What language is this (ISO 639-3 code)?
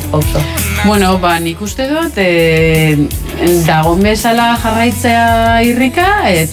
eus